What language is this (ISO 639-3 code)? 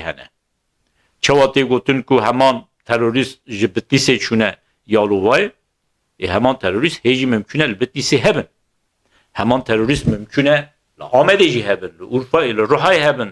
kur